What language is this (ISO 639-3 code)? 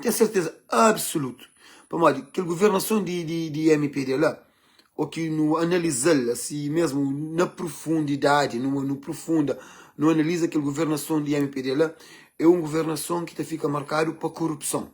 kea